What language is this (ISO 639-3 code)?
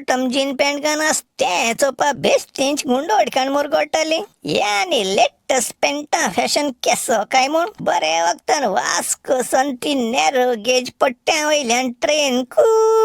kok